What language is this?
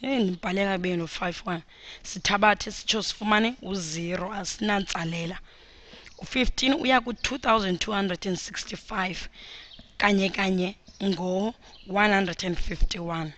Xhosa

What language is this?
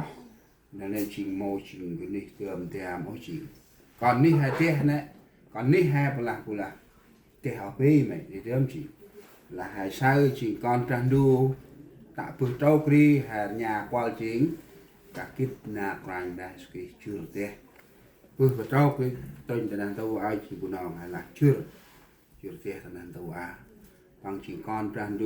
Central Mnong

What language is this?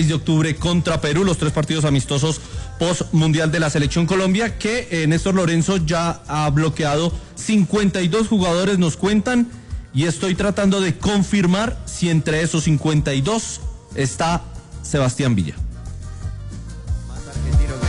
Spanish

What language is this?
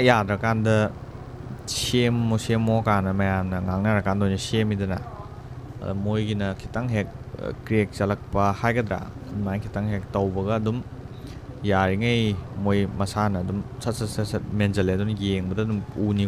Manipuri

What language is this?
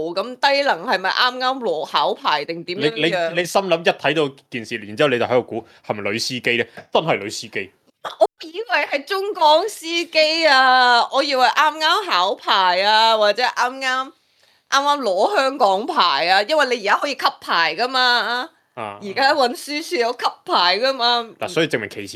Cantonese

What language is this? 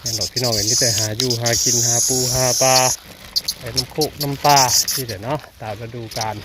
Northeastern Thai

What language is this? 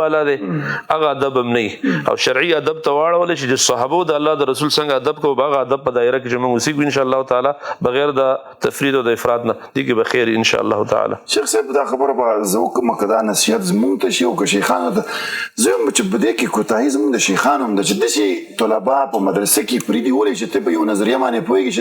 Pashto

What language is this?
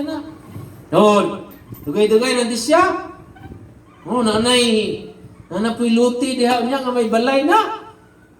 Cebuano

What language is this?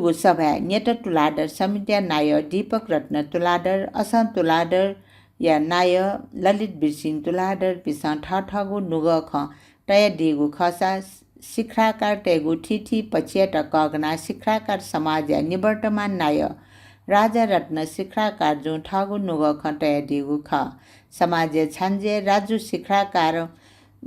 Newari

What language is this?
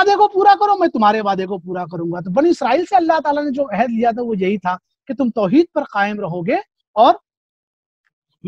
Urdu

